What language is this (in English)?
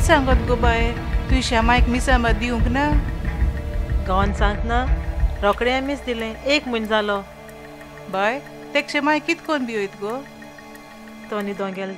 Konkani